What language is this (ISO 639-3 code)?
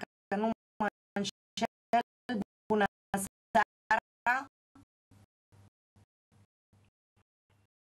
ron